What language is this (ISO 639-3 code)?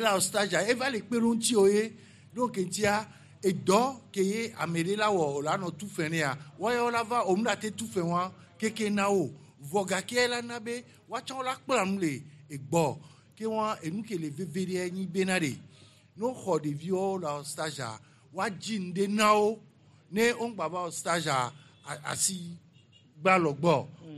gej